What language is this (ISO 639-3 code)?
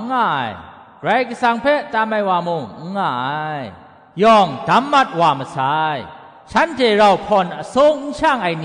kac